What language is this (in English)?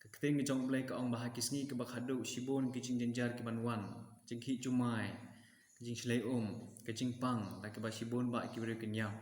Khasi